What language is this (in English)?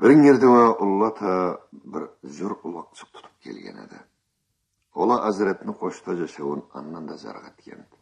Karachay-Balkar